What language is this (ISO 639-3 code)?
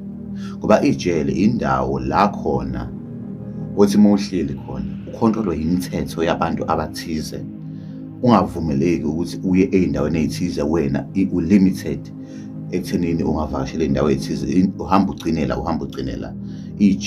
zul